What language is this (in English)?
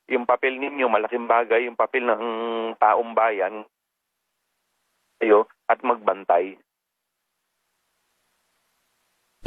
Filipino